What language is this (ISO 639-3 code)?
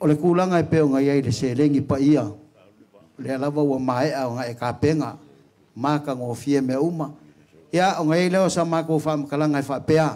smo